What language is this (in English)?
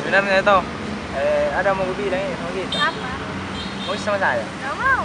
Makassar Malay